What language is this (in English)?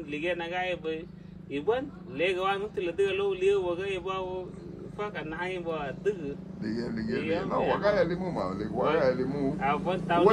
Garifuna